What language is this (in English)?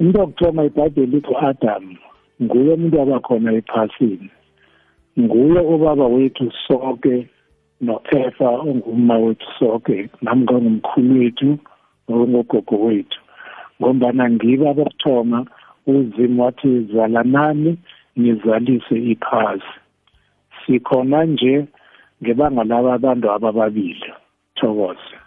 South Ndebele